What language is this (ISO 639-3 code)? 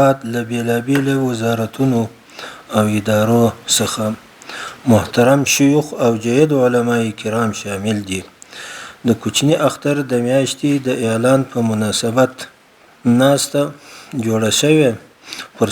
pus